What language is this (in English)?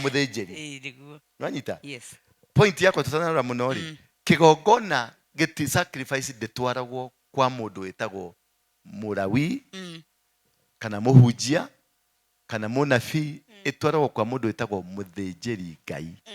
Kikuyu